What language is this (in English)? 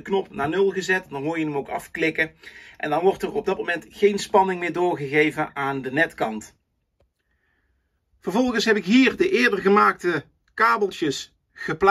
Dutch